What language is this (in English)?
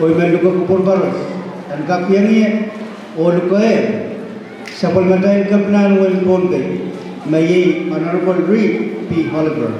Pohnpeian